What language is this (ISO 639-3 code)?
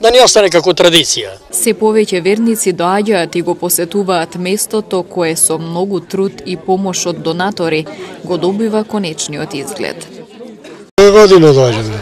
mkd